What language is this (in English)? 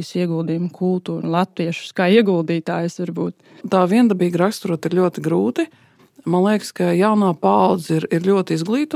Latvian